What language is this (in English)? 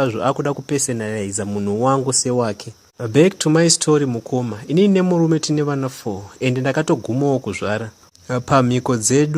Shona